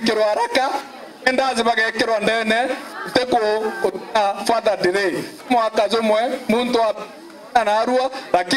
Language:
Meru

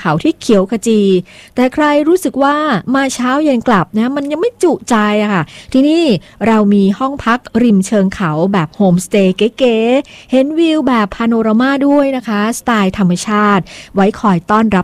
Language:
Thai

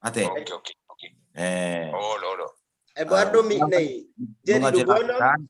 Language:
Batak Toba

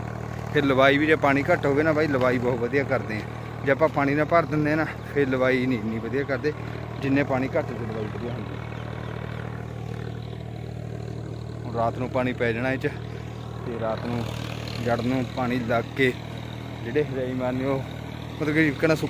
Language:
Punjabi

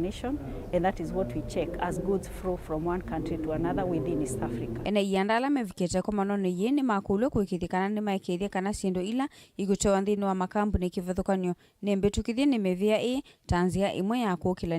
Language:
Kamba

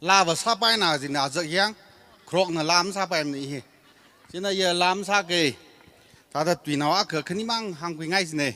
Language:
Tangkhul Naga (India)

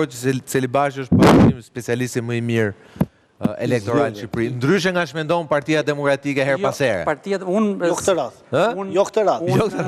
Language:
Albanian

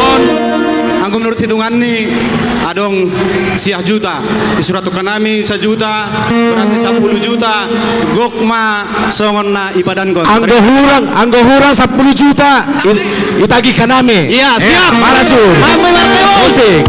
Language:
Batak Simalungun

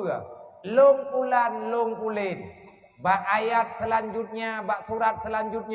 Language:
Achinese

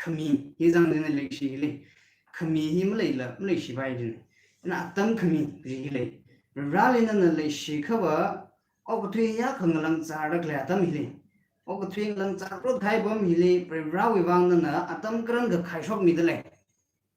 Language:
Tangkhul Naga (India)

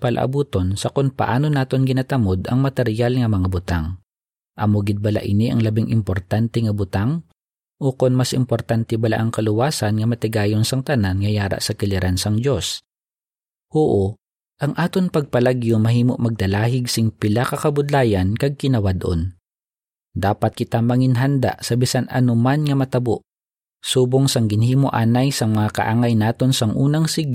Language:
Hiligaynon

